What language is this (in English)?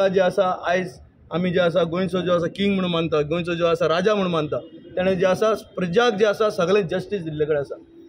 Konkani